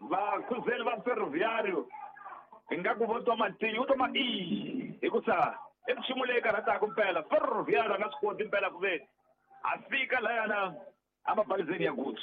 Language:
Tsonga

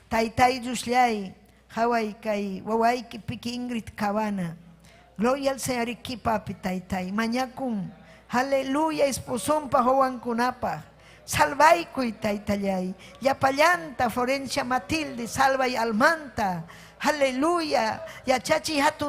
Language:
Ayacucho Quechua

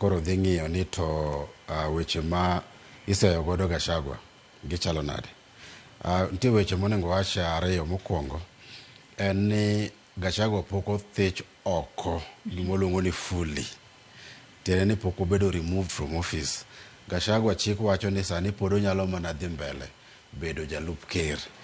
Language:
Luo (Kenya and Tanzania)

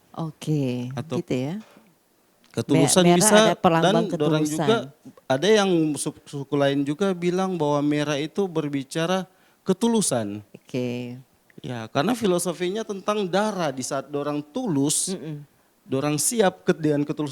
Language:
Manado Malay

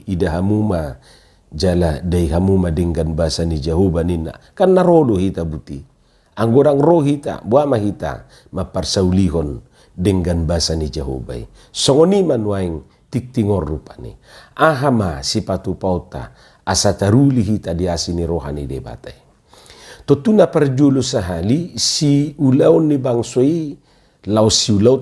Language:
Batak Toba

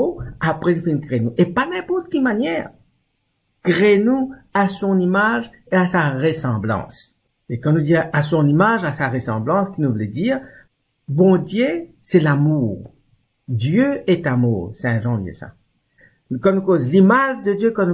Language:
Morisyen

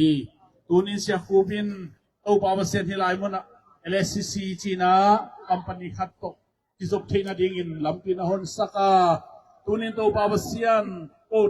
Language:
Tedim Chin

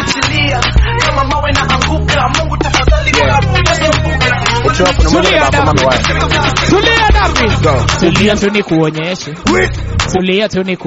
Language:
Swahili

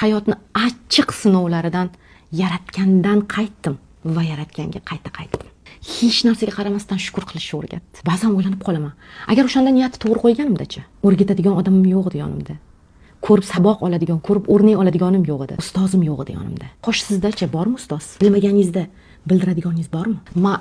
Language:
Uzbek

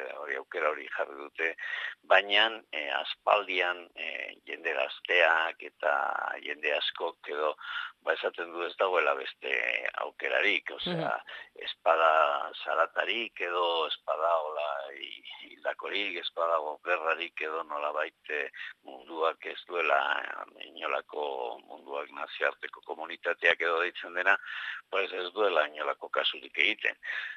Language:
Basque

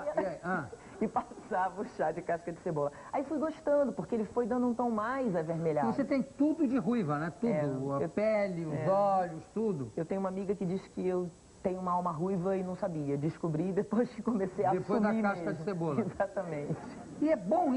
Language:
Portuguese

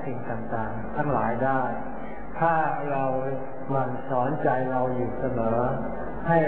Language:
Thai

